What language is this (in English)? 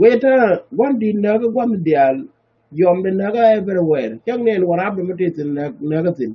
Nuer